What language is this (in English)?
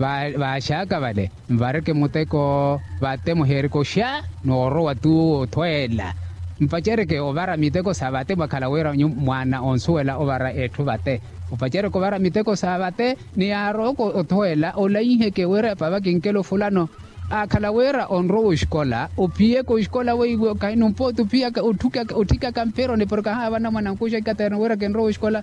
Makhuwa